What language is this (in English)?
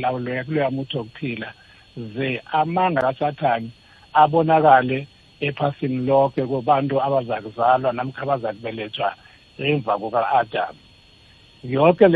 South Ndebele